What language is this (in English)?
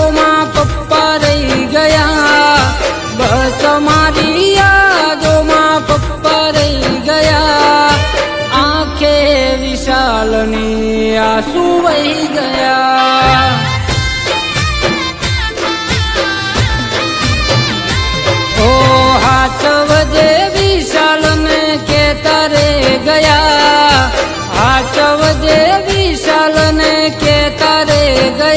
Gujarati